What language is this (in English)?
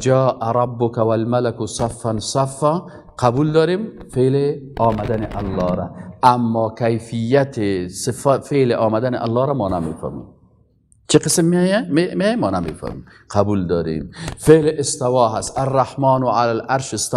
Persian